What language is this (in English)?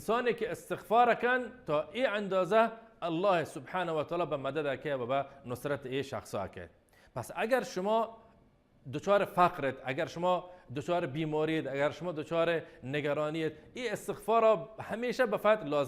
Baluchi